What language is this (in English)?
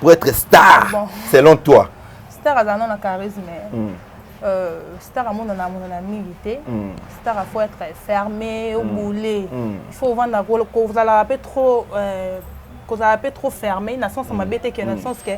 Lingala